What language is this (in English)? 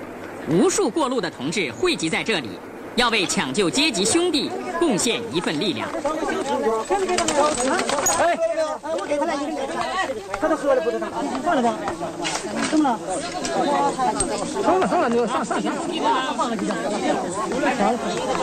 Chinese